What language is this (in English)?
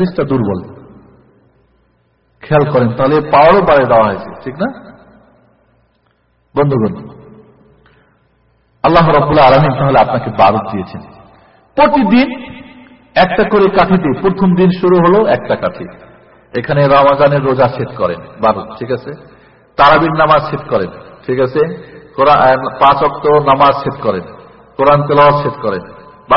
Bangla